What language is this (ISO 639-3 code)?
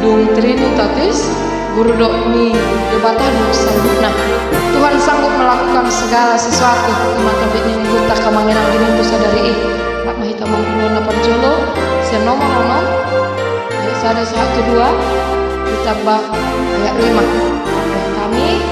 bbc